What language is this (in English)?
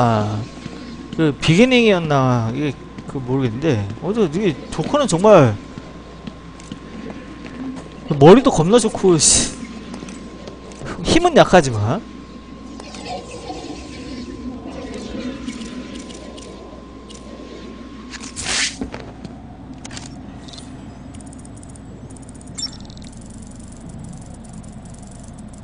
Korean